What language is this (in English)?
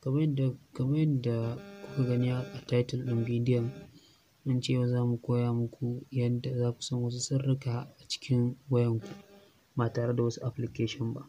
Hausa